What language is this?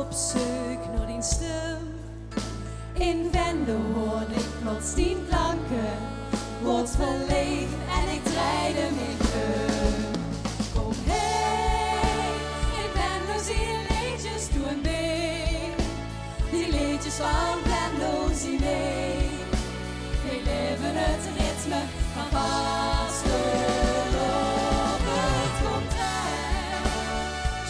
Limburgish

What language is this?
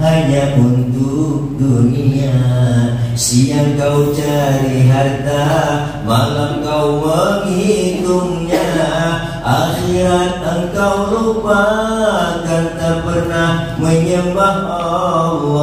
Betawi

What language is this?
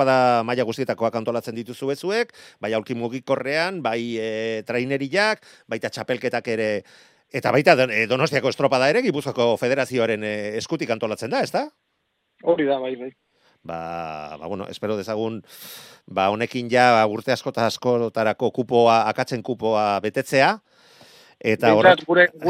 Basque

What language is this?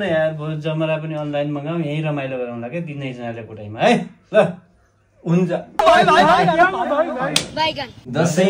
Nepali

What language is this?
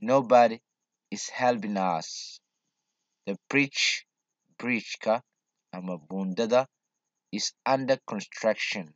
Somali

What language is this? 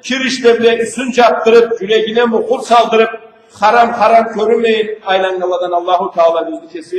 Karachay-Balkar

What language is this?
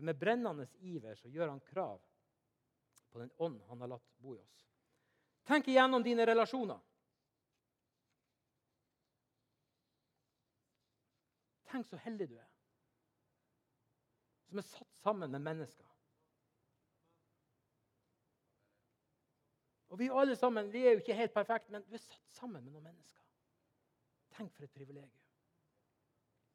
Norwegian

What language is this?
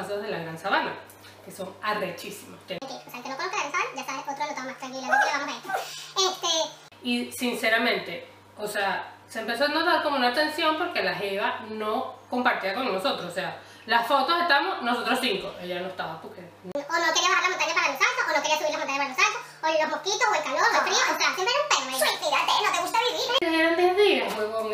Spanish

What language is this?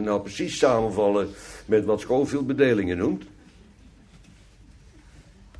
Dutch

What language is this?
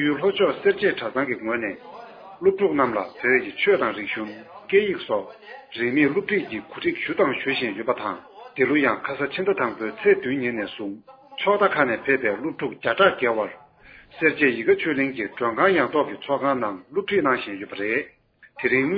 Tibetan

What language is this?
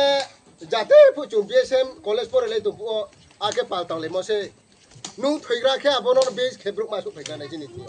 Riang (India)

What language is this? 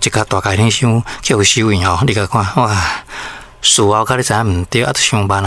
Min Nan Chinese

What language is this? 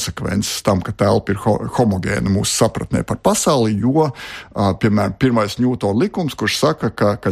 Latvian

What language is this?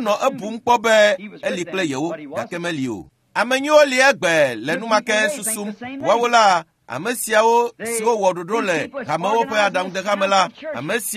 Ewe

